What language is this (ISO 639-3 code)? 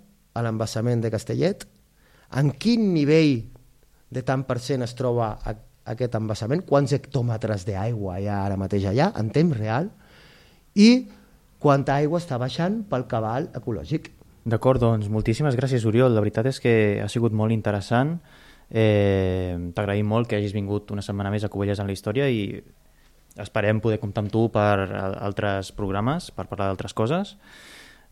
cat